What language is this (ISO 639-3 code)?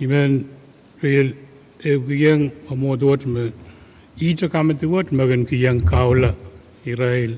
pon